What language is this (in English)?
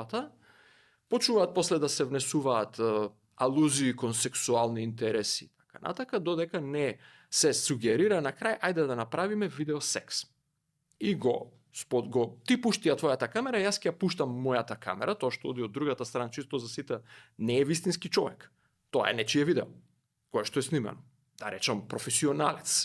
Macedonian